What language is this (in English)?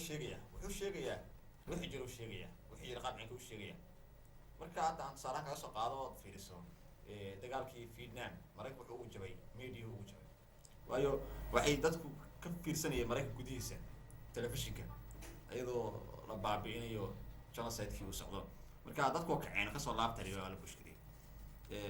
Somali